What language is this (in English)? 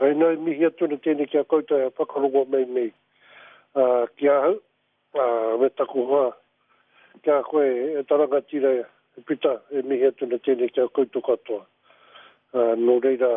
Māori